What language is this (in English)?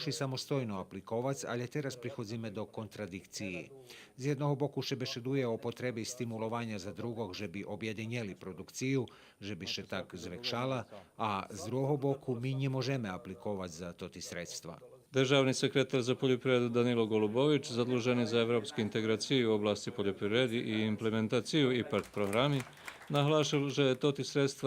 Rusyn